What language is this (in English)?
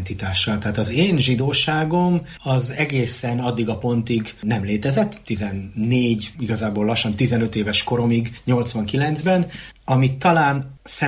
Hungarian